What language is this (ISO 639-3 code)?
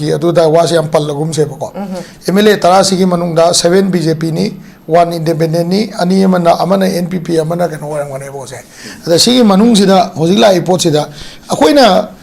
mni